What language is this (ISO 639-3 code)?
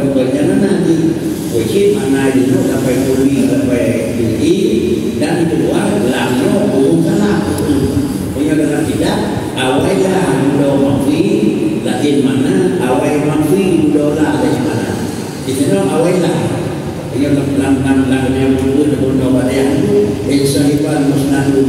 ace